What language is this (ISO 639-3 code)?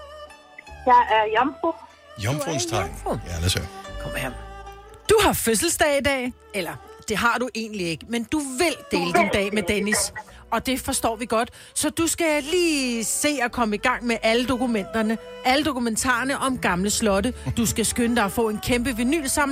dan